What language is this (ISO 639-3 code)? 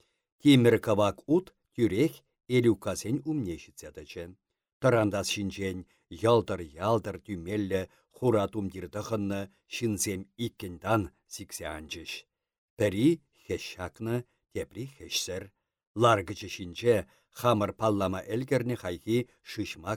chv